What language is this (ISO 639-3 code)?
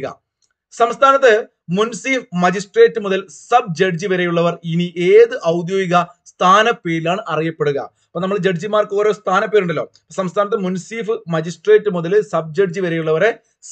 mal